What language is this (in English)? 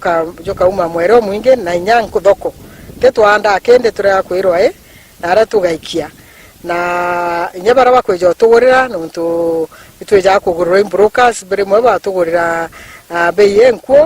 Meru